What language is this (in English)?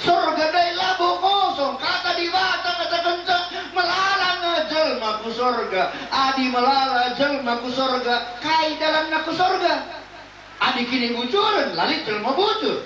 Batak Karo